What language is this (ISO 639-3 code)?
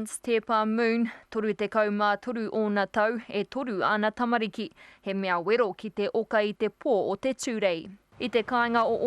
mri